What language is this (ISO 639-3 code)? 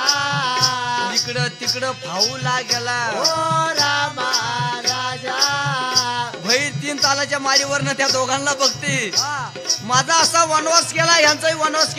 mar